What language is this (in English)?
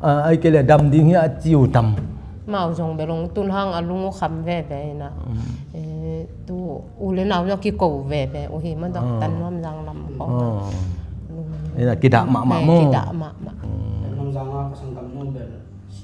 Tedim Chin